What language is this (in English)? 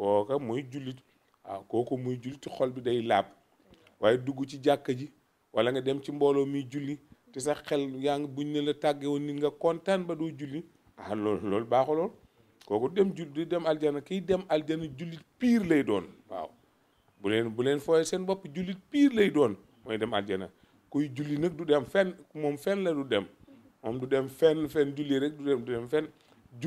Wolof